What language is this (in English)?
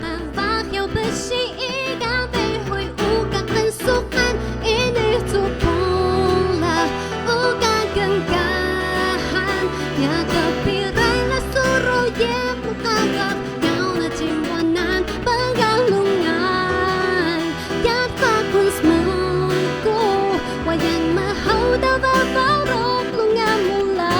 Atayal